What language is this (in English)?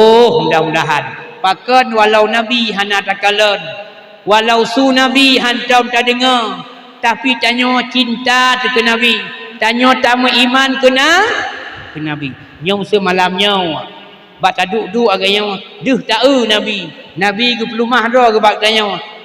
Achinese